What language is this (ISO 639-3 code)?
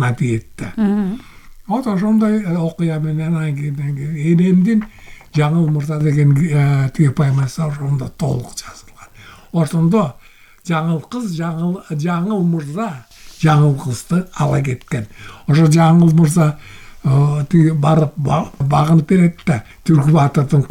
kir